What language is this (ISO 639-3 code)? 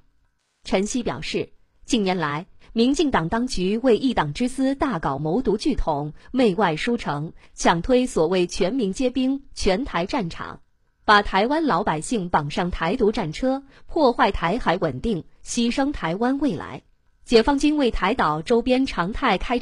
zho